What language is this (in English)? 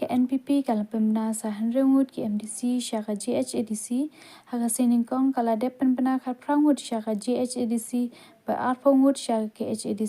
Khasi